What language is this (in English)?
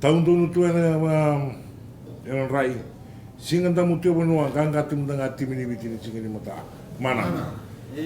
Fijian